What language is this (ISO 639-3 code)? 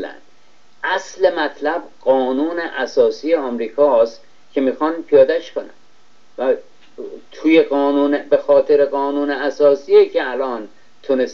fas